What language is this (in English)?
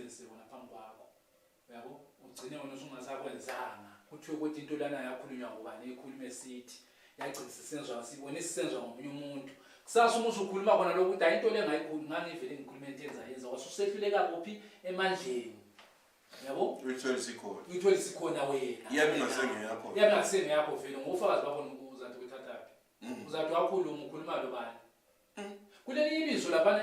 North Ndebele